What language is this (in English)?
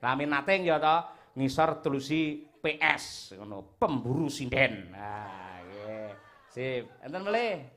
Javanese